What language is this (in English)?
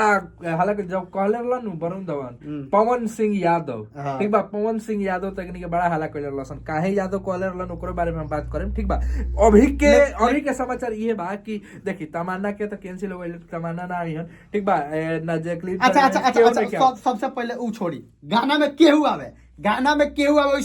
Bhojpuri